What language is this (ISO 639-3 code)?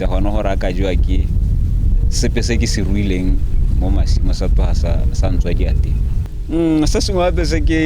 tsn